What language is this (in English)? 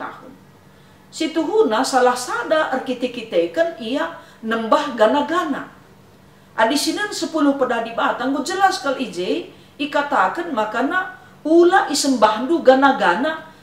Batak Karo